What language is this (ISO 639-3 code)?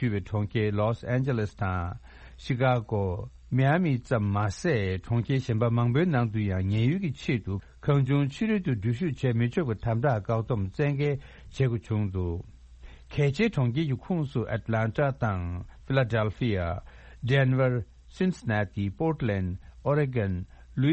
bod